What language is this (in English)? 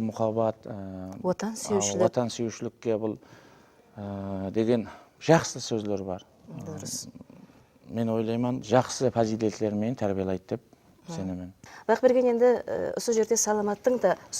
Kara-Kalpak